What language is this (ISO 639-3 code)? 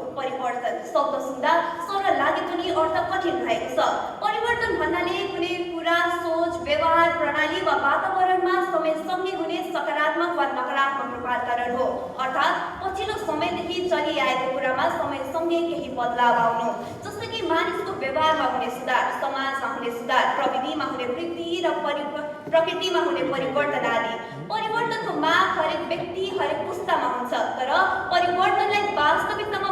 nep